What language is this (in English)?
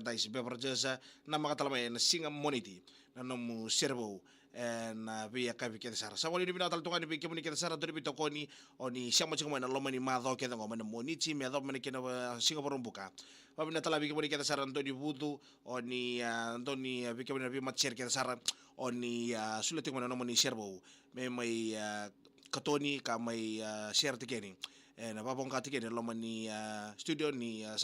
Fijian